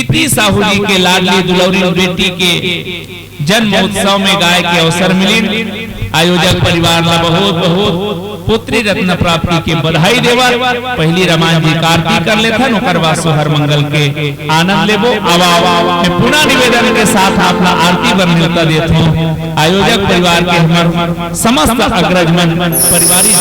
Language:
Chhattisgarhi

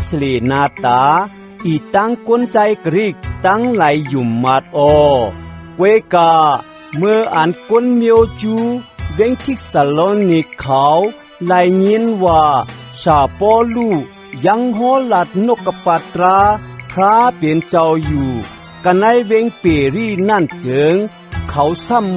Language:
Shan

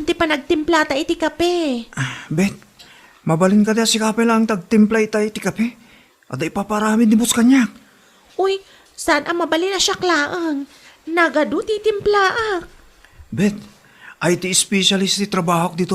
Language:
Iloko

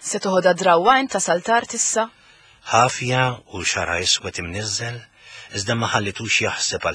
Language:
Maltese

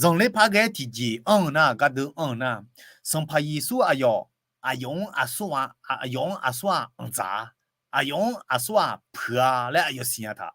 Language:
Akha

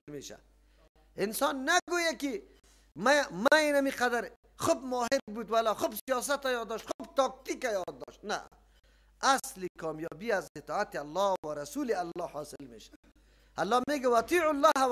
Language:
Persian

